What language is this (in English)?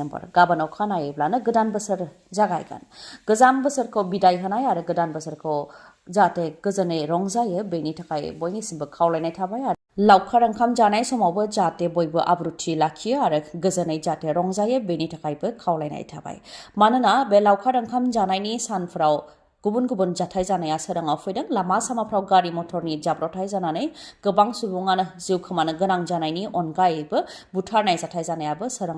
Bodo